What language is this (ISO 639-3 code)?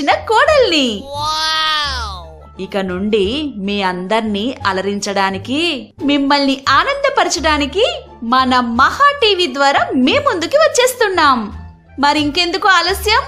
tel